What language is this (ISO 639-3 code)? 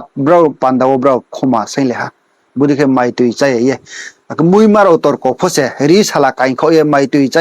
ria